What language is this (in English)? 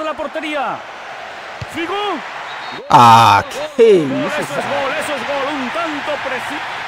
Portuguese